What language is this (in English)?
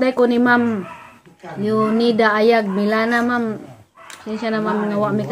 Cebuano